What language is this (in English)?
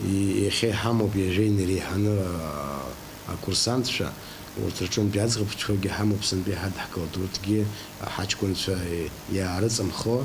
Abkhazian